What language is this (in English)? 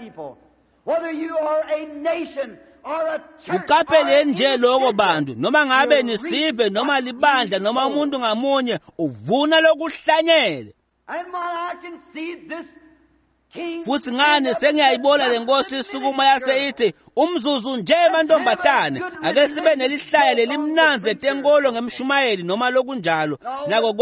Swati